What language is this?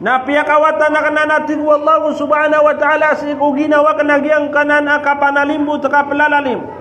Maranao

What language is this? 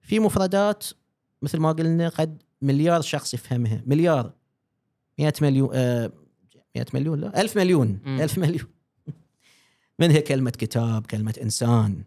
Gulf Arabic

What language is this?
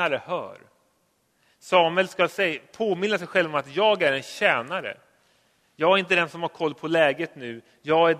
Swedish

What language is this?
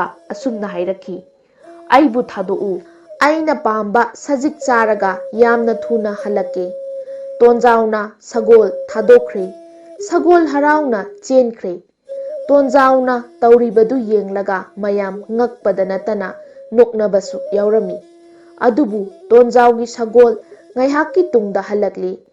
Manipuri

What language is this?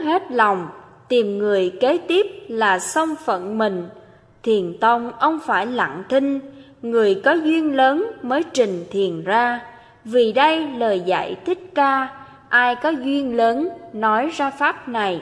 Vietnamese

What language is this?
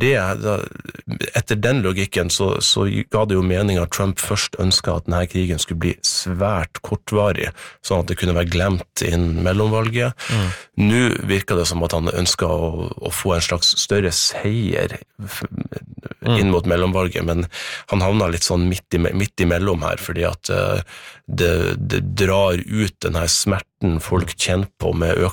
Norwegian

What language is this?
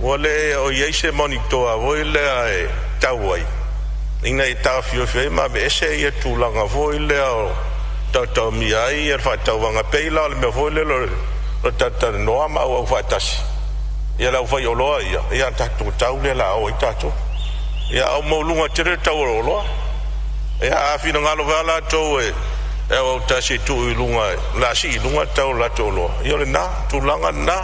Samoan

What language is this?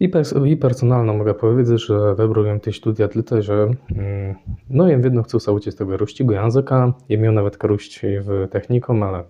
Kashubian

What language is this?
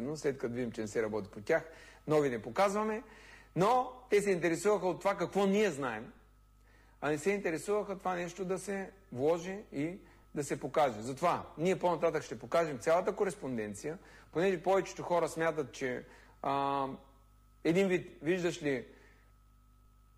Bulgarian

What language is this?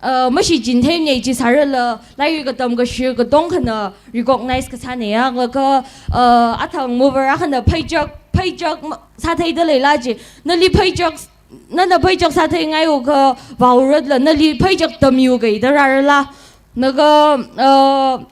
Tangkhul Naga (India)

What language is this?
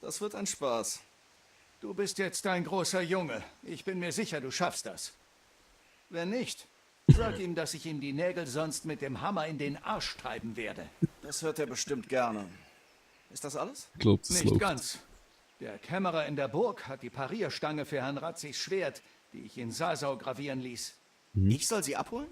Swiss German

